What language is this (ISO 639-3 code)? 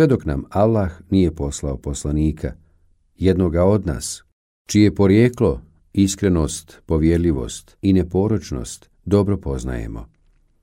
bos